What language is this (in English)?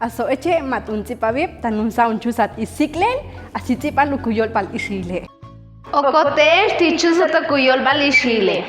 Ixil